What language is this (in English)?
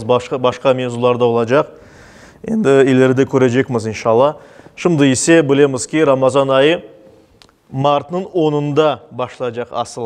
Crimean Tatar